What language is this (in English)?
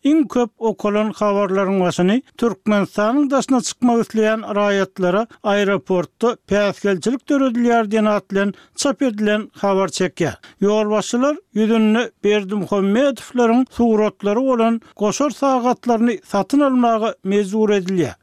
Turkmen